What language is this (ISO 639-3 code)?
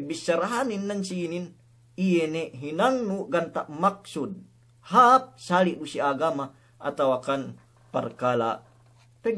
yka